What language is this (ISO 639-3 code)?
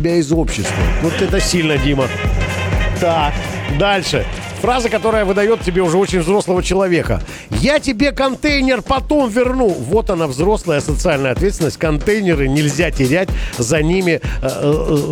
rus